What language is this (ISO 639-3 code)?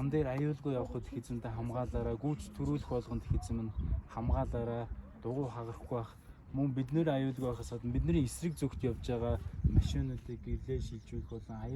mon